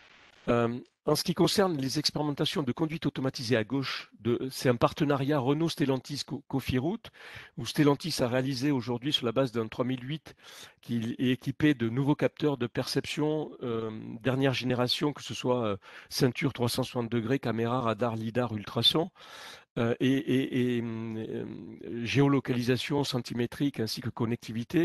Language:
French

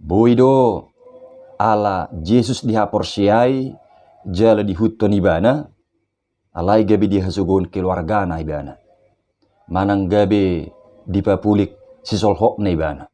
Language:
Batak Toba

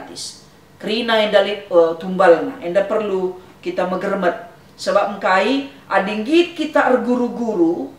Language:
Batak Karo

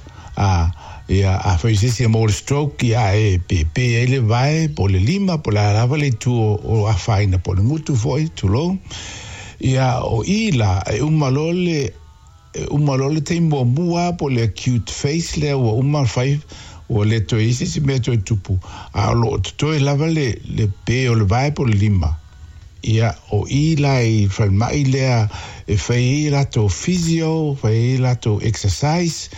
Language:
Samoan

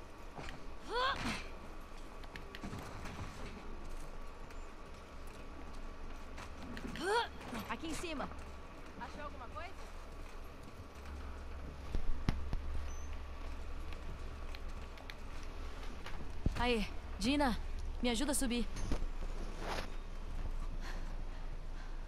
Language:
Portuguese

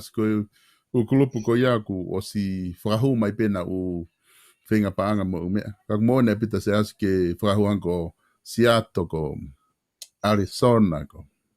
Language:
Tongan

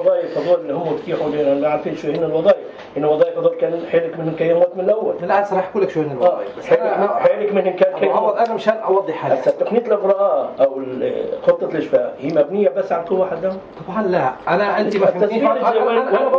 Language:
North Levantine Arabic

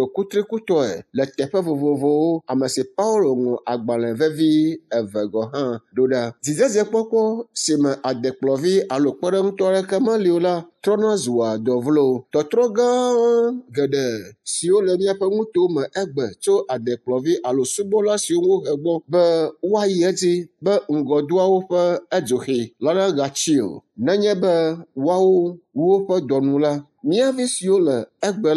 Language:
Ewe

